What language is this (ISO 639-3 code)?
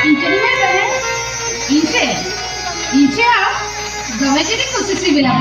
sat